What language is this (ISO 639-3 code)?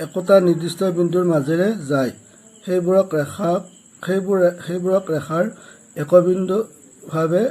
asm